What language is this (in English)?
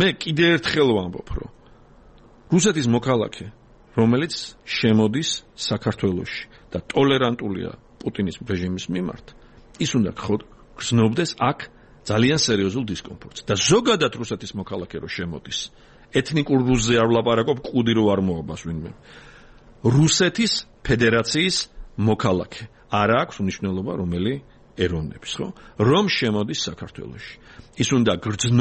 Georgian